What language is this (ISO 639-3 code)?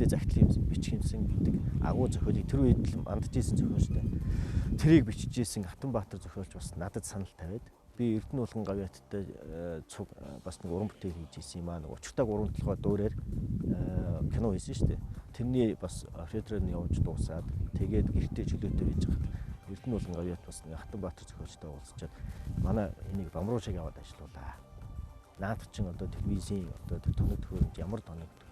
mon